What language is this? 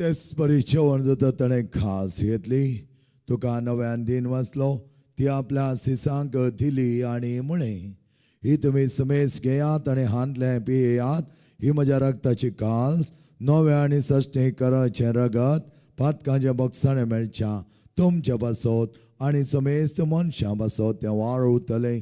Konkani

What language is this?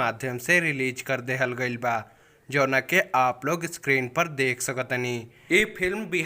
Bhojpuri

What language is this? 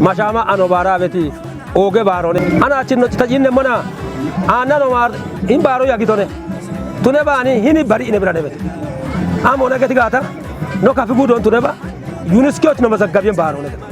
Kafa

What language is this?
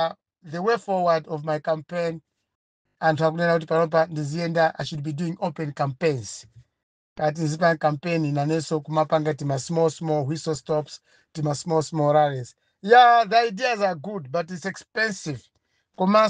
Nyanja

